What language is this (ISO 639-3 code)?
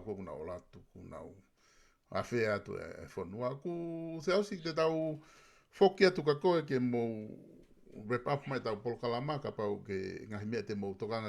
ton